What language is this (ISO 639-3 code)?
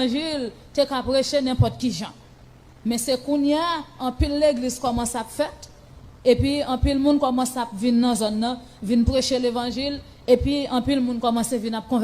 hat